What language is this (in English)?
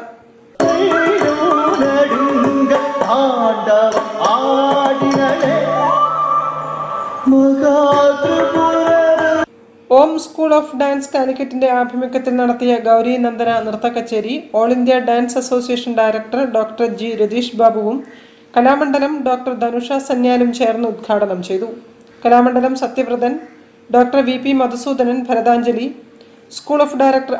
Malayalam